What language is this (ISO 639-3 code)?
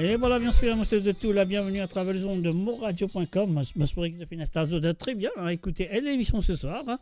mfe